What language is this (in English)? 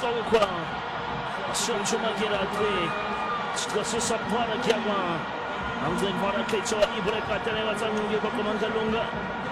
Swahili